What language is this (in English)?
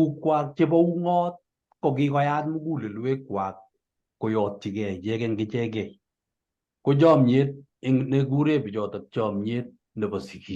Kalenjin